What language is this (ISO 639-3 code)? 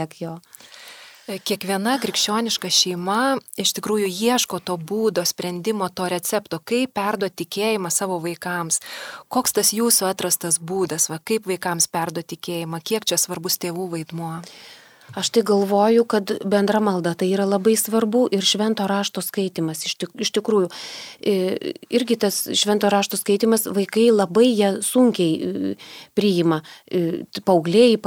lit